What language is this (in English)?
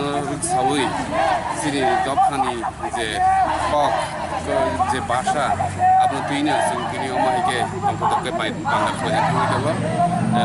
Kok Borok